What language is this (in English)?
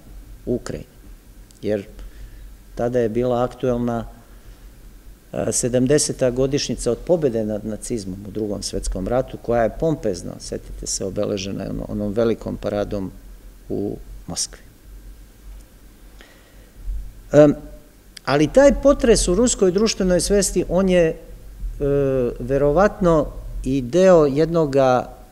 Serbian